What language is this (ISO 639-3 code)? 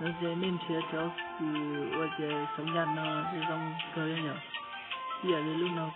hmn